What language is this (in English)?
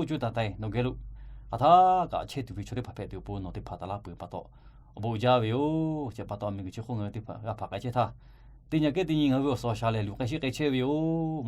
Lahu